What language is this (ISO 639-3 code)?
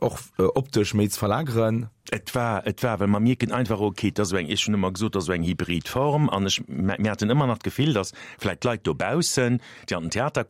ltz